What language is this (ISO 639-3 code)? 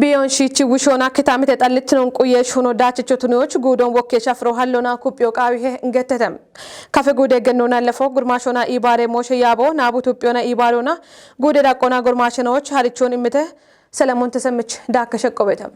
kbr